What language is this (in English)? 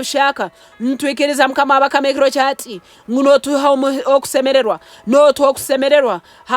Nyankole